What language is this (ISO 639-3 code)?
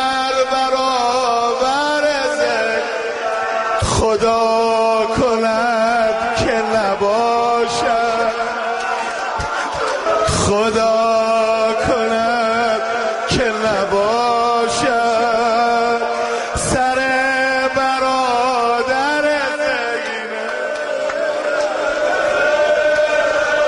fas